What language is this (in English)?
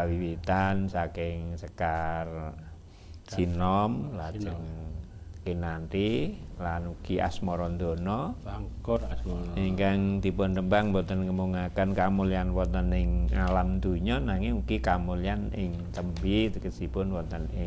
Javanese